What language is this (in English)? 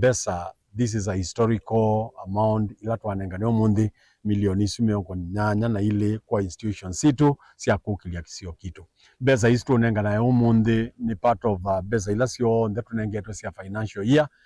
Kamba